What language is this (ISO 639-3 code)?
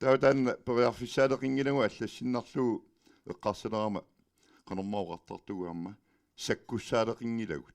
kal